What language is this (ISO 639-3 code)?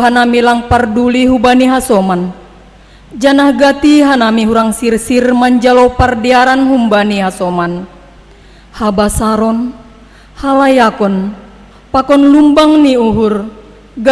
bts